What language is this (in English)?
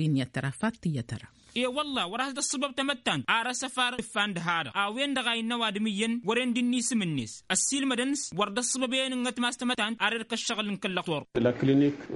Tamasheq